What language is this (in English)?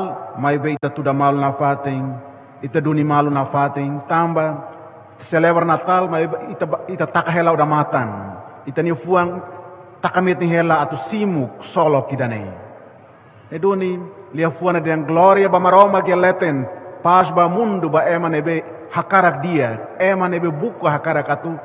Tetum